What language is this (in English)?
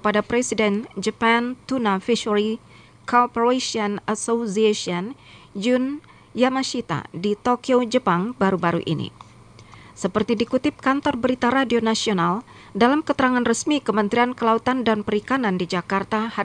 Indonesian